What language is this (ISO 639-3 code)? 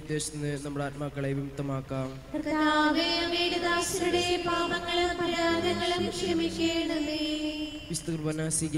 mal